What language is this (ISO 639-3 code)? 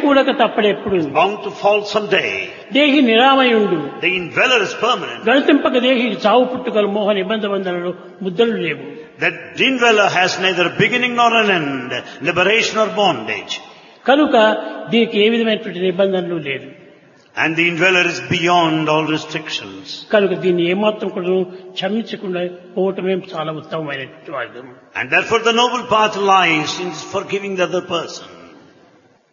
tel